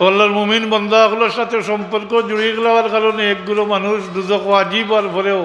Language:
Sylheti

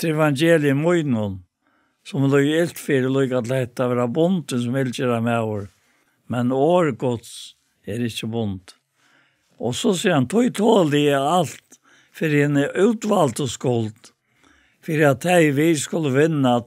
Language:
Faroese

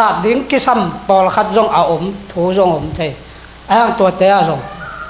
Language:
Tedim Chin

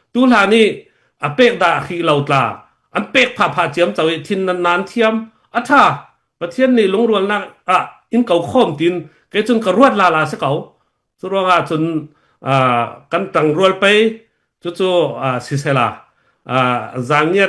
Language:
Falam Chin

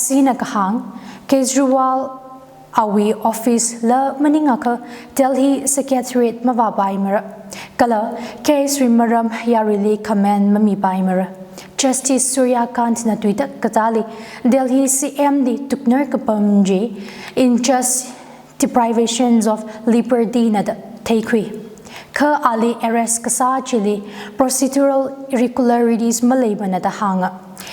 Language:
Tangkhul Naga (India)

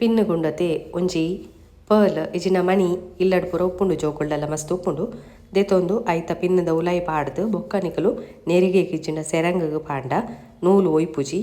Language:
Tulu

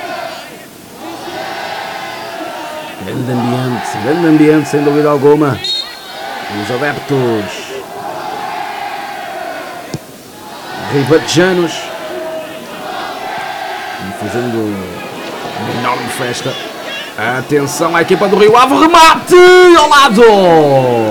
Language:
Portuguese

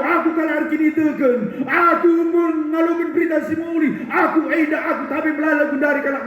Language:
Batak Karo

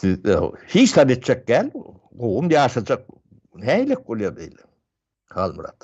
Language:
Turkmen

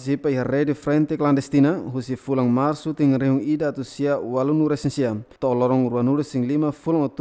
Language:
Tetum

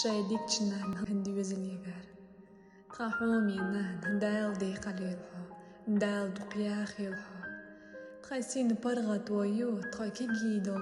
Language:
Chechen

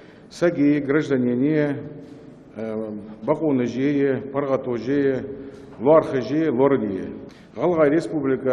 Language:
Ingush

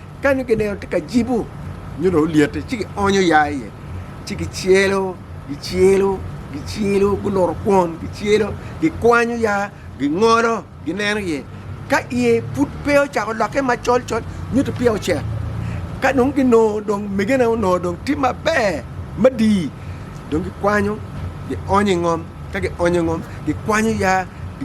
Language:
Acoli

